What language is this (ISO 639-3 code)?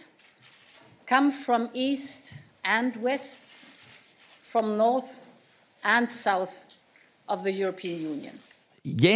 dan